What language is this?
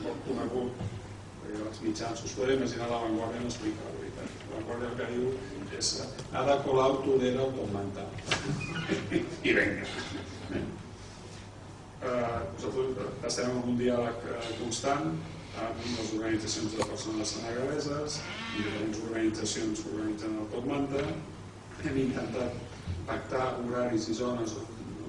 Catalan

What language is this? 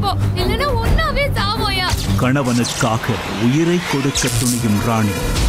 Tamil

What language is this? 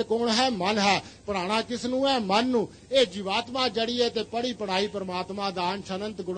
Punjabi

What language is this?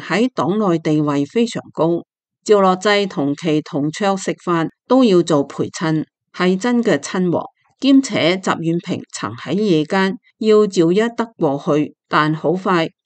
Cantonese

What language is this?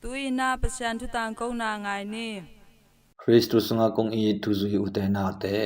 Tedim Chin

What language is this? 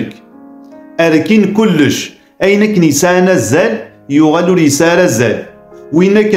Kabyle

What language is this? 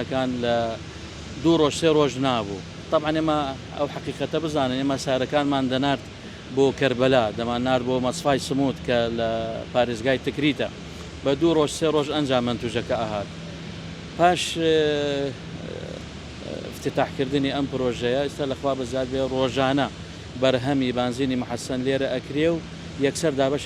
Central Kurdish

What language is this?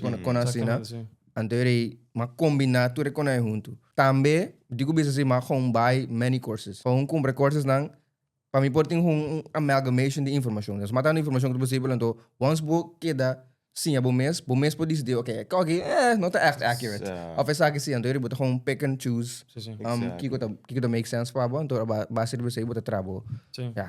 Papiamento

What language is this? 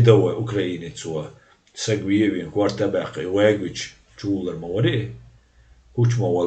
Chechen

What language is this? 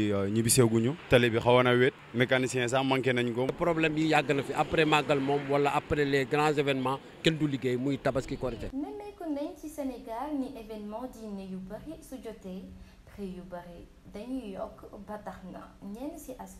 Wolof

